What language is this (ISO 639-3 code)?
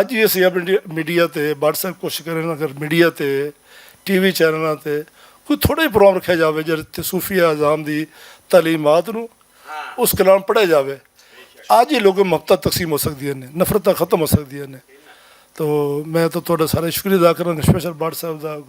lah